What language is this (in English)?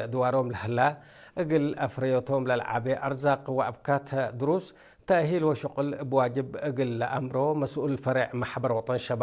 Tigre